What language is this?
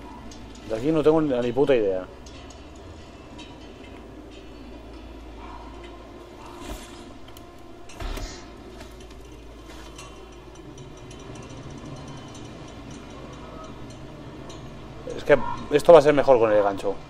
Spanish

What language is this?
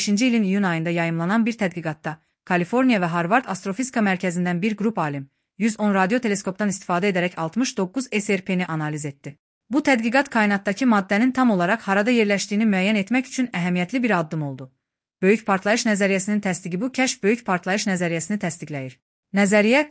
Azerbaijani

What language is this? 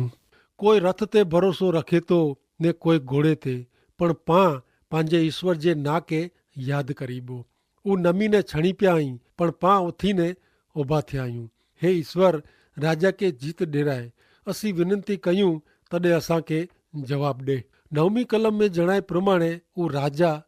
Kachhi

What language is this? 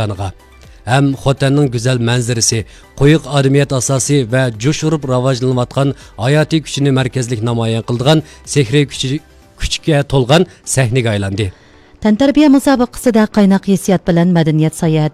Uyghur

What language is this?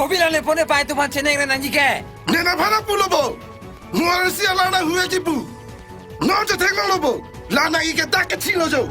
Karbi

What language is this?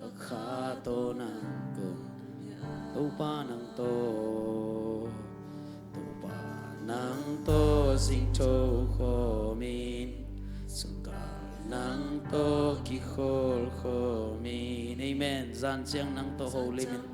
Tedim Chin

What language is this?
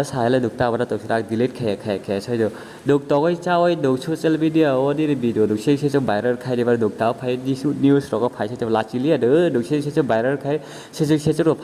Kok Borok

